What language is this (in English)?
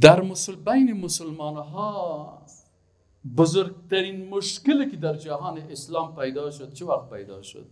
Persian